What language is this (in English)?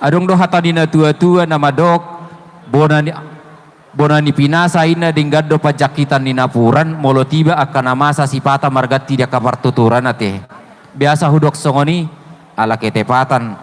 Batak Toba